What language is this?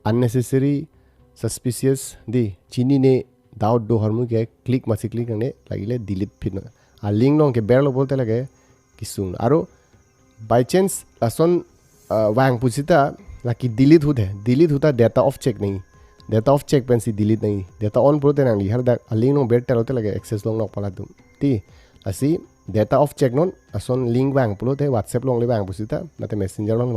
Karbi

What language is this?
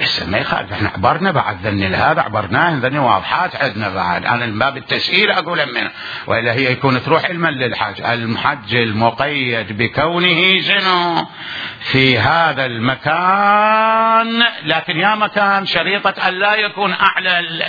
Mesopotamian Arabic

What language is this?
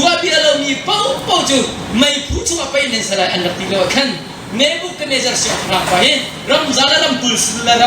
Hakha Chin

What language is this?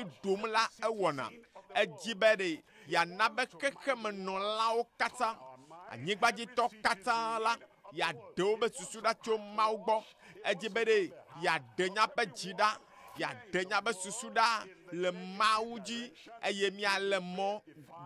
Ewe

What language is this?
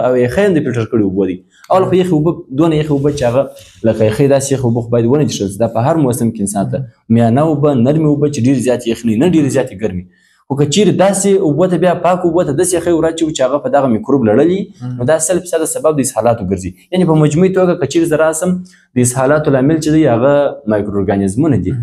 Pashto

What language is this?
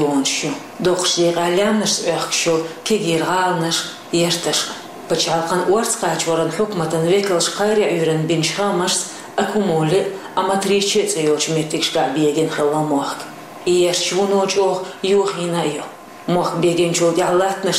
Chechen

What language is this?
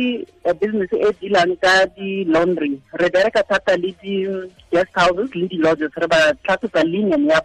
Tswana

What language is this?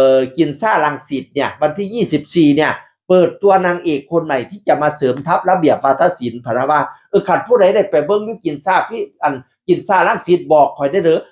Northeastern Thai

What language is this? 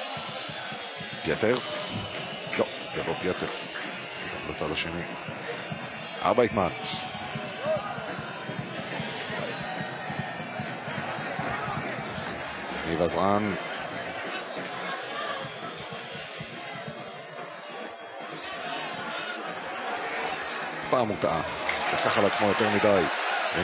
Hebrew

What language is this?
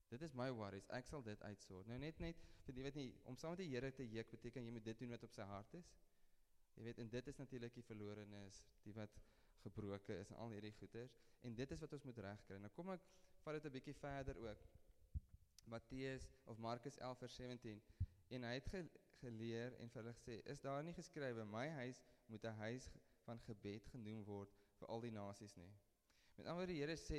Afrikaans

